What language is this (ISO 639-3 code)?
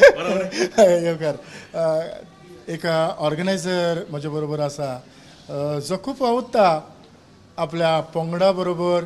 kok